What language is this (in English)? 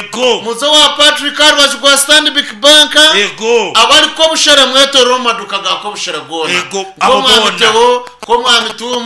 Nyankole